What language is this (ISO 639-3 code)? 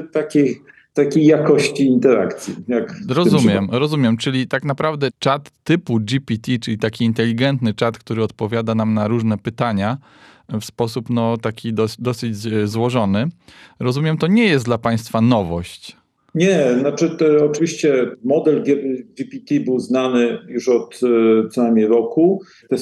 pol